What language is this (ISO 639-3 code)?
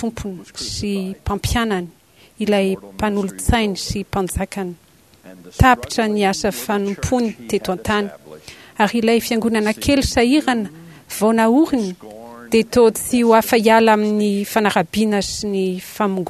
mlg